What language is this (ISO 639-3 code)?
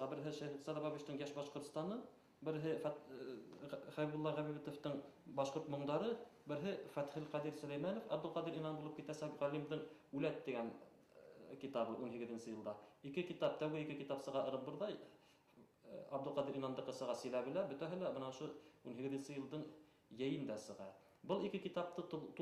bak